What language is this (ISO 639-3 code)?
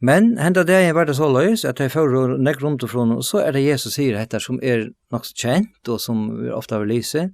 fao